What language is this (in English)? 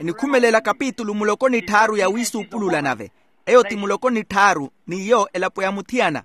Makhuwa